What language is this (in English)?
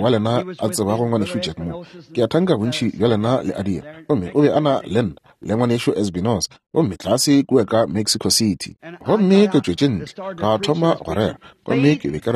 Northern Sotho